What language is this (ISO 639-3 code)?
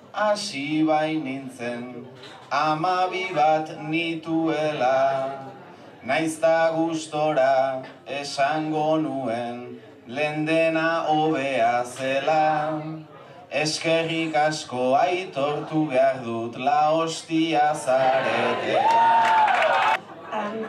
eus